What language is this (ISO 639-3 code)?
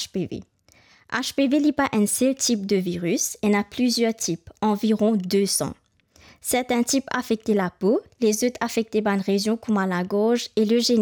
mfe